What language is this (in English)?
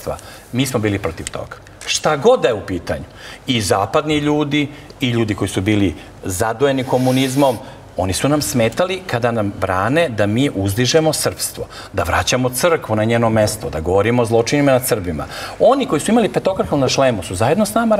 Serbian